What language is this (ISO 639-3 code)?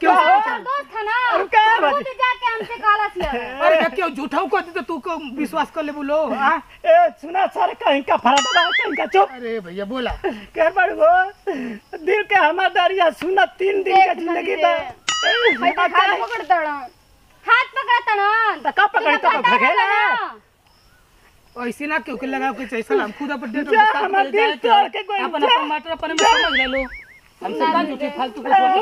bho